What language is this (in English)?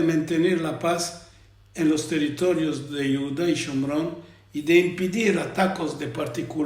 Ladino